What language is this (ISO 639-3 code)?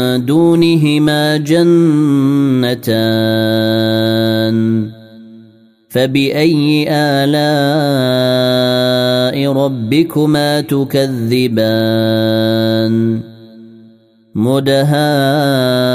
ara